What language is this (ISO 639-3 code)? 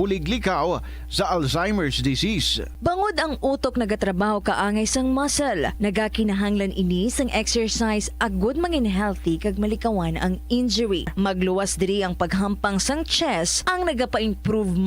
hil